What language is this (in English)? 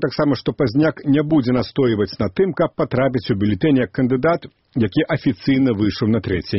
Belarusian